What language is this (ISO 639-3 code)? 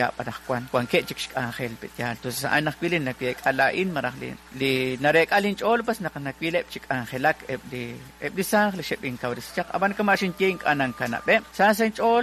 kek